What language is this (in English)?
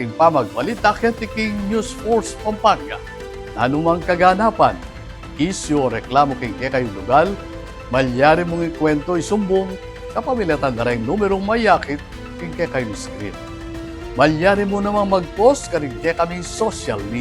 Pampanga